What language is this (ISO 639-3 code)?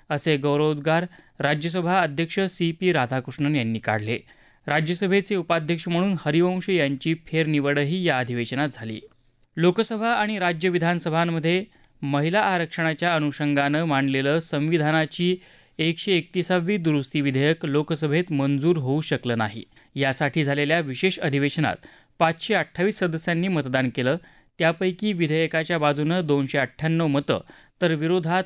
mar